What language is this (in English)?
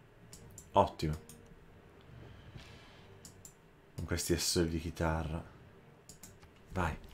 Italian